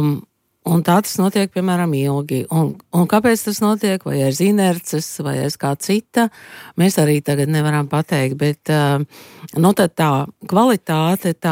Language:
Latvian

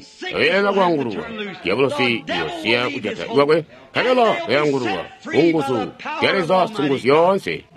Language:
Tonga (Zambia)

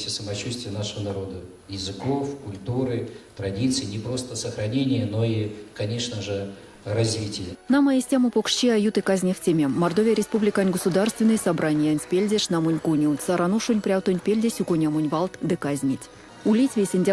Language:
Erzya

